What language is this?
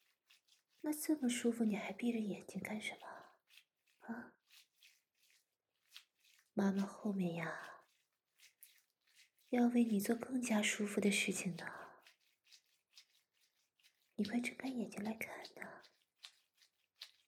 Chinese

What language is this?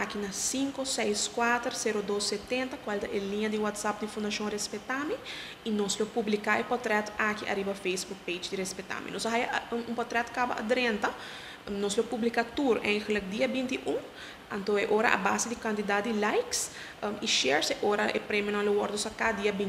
Papiamento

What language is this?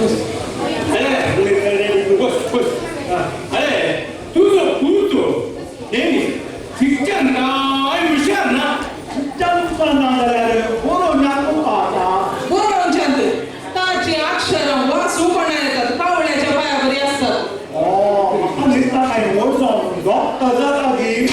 Konkani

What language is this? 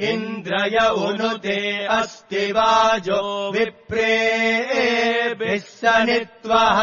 Sanskrit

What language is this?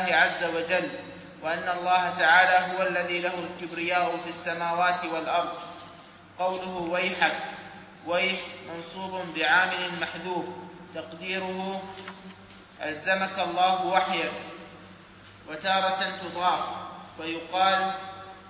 Arabic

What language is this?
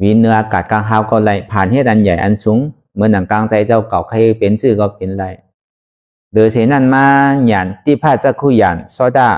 Shan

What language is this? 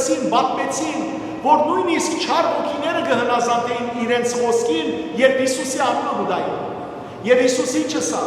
Western Armenian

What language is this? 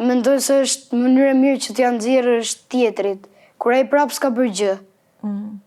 Albanian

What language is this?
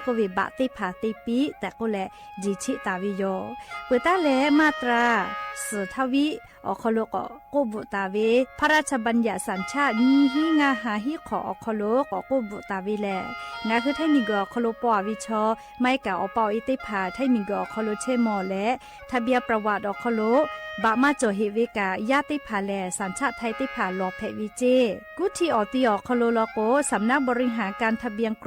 Lahu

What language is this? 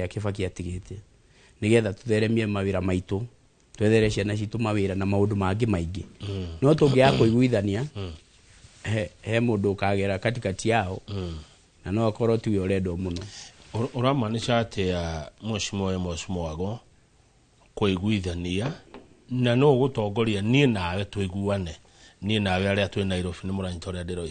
Kikuyu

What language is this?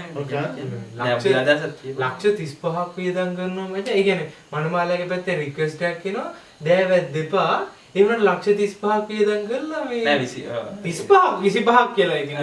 Sinhala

